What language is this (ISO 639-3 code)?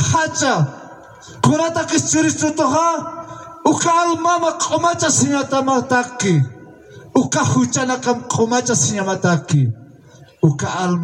aym